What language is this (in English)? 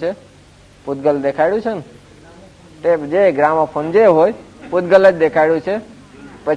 Gujarati